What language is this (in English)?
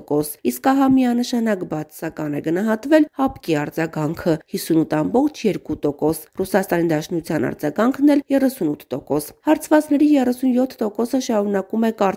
Armenian